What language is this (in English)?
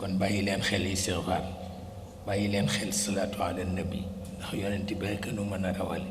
Wolof